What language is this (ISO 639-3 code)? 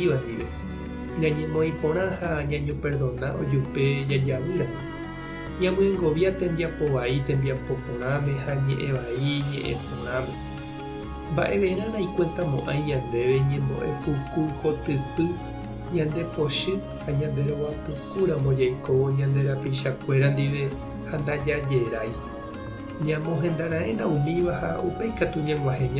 grn